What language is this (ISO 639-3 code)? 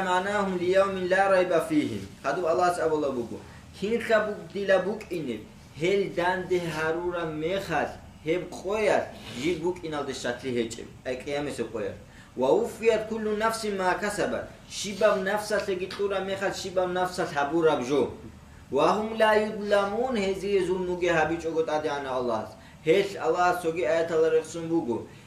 ava